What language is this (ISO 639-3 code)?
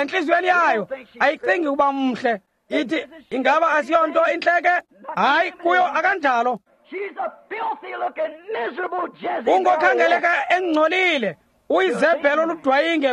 xho